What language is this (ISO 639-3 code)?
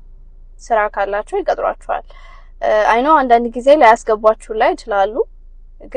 amh